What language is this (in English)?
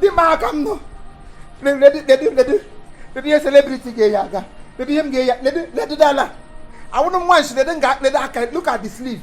Igbo